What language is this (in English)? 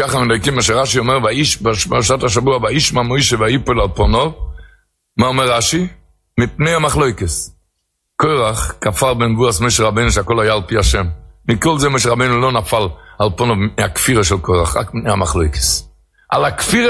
Hebrew